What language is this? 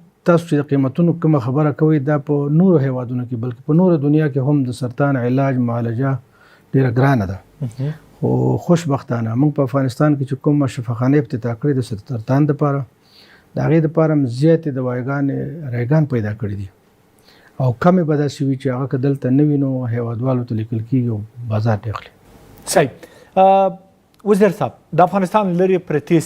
Pashto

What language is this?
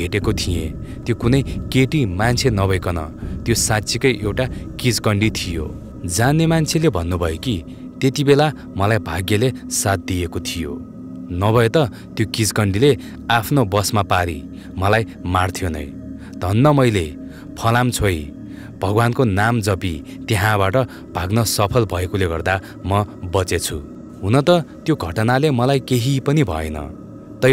Nepali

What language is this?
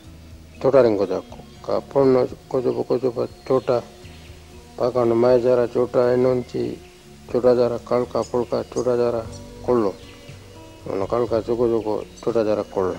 Pitjantjatjara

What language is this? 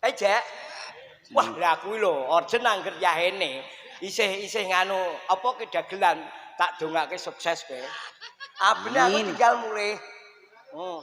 Javanese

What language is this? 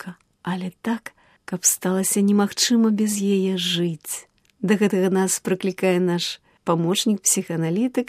Belarusian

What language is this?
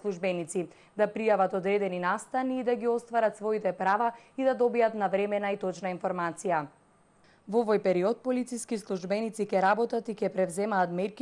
Macedonian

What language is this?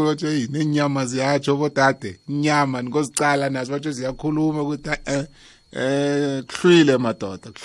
South Ndebele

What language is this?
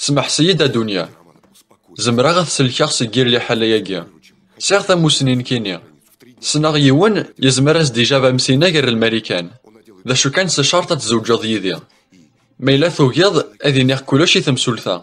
Kabyle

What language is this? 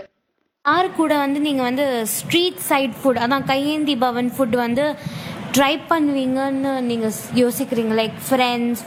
Tamil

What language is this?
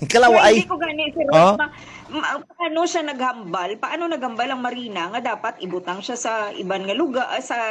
Hiligaynon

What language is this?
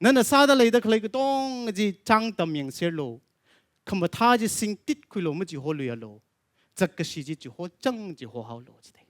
Tangkhul Naga (India)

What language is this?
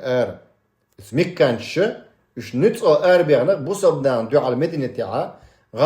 Chechen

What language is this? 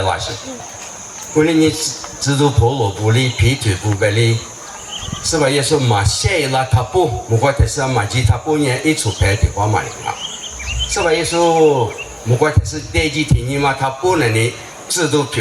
Lisu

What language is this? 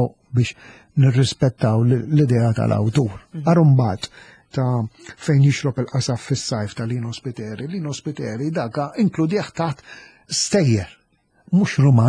Maltese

